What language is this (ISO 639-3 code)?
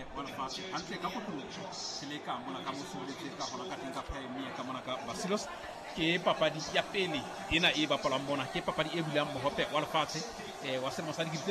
sot